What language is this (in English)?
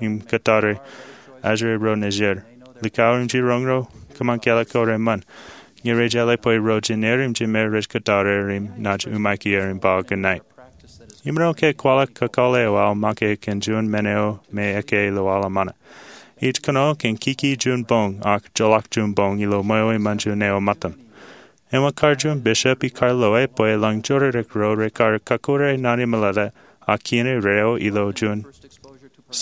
Marshallese